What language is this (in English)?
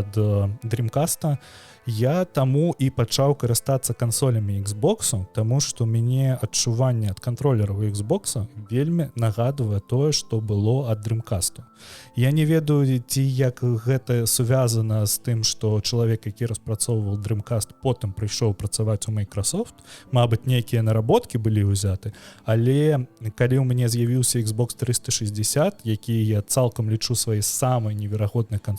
Belarusian